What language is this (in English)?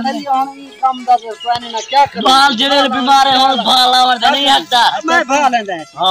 Saraiki